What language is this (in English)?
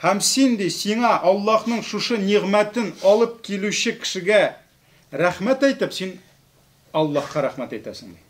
Tatar